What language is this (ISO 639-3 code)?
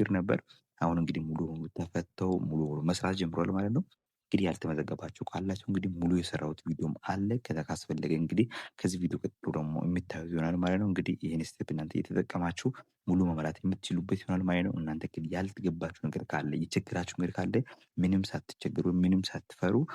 amh